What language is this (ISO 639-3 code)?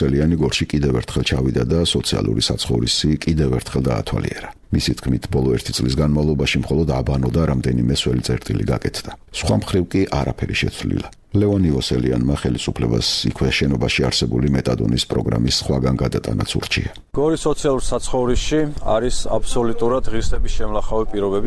kat